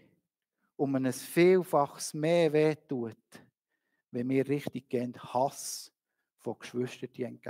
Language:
Swiss German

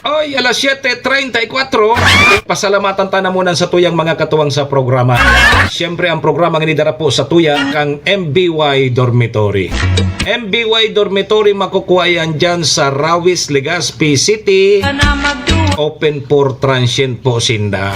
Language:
Bikol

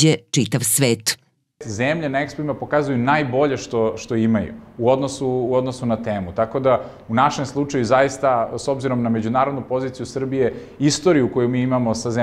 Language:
Serbian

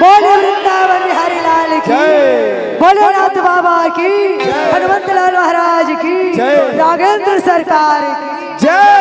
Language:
Chhattisgarhi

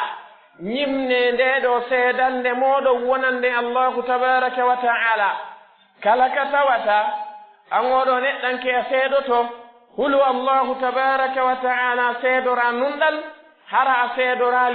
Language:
Pular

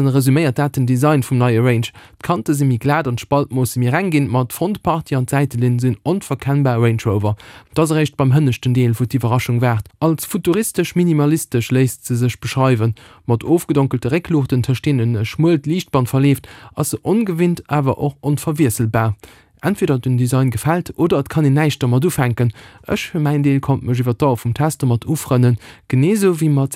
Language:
Luxembourgish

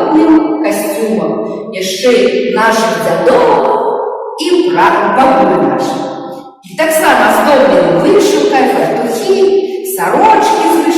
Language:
Belarusian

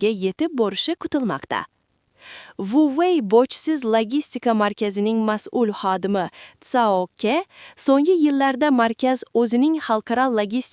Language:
Uzbek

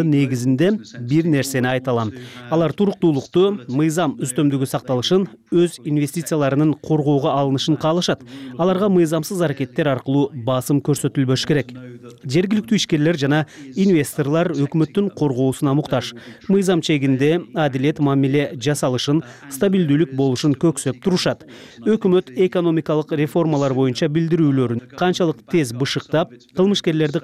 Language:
Kyrgyz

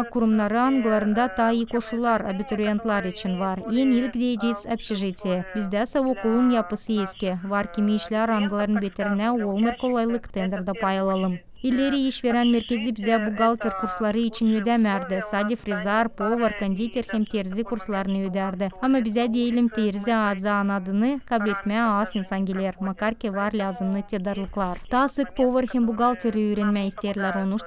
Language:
Gagauz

